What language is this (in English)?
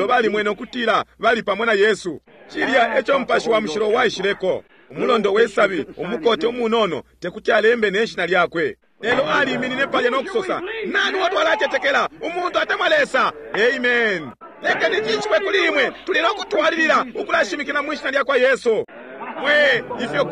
Bemba